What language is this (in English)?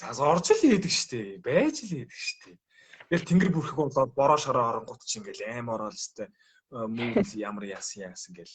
Mongolian